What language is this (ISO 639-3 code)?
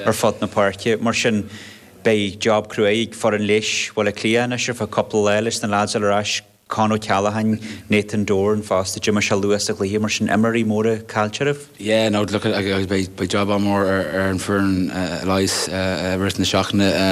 gle